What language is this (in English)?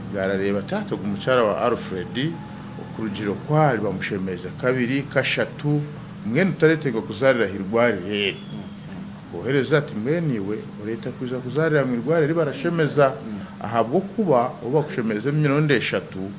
Nyankole